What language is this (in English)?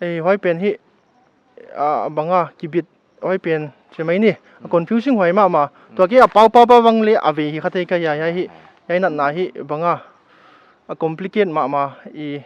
Paite Chin